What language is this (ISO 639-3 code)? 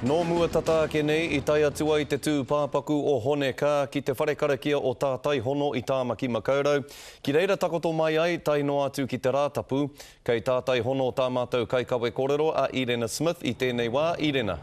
mri